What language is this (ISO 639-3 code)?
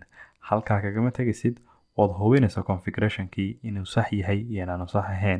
som